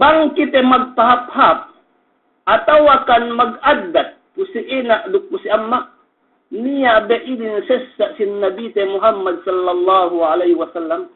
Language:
Yakan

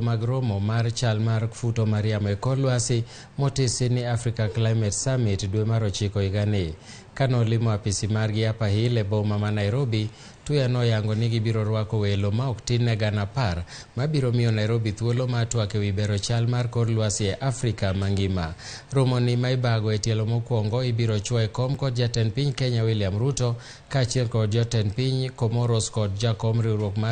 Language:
Luo (Kenya and Tanzania)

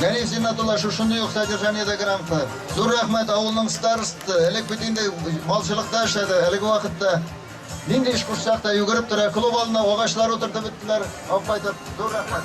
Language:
Bashkir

